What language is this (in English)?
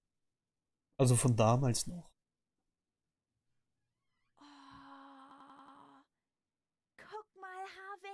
German